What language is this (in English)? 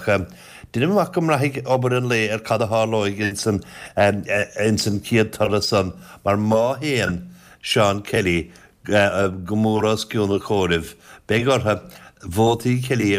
Irish